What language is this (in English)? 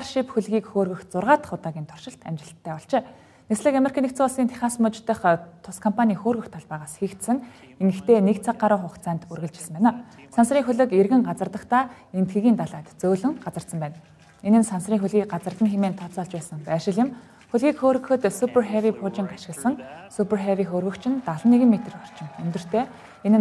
Mongolian